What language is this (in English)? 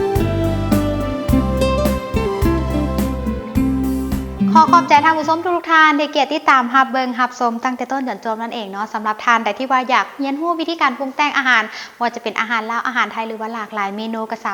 Lao